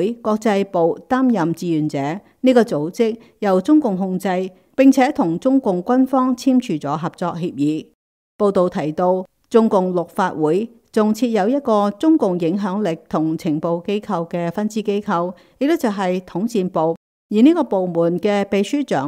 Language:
Cantonese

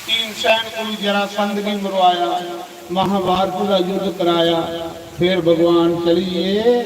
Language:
Dogri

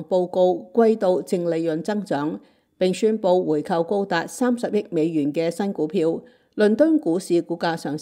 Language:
Cantonese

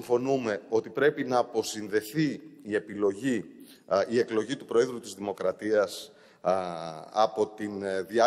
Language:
Greek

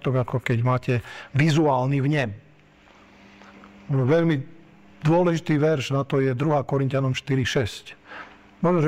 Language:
Slovak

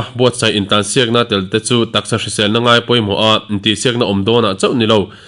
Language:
Mizo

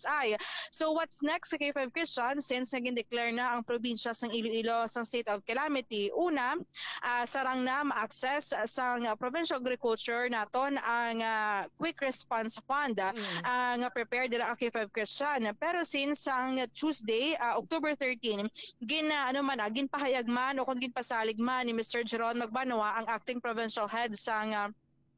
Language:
Hiligaynon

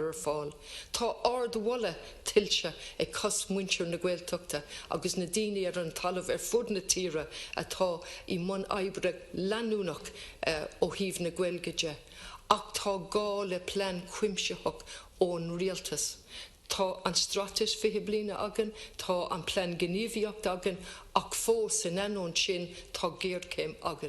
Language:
Irish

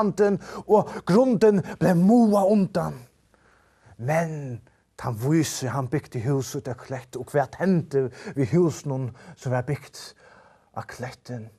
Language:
Faroese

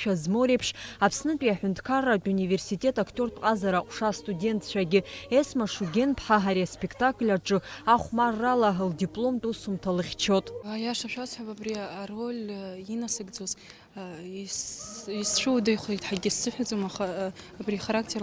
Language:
Abkhazian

